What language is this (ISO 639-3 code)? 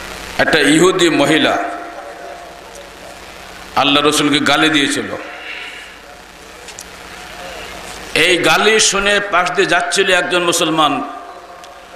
ben